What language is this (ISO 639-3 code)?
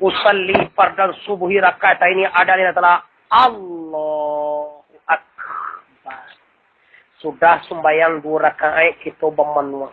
min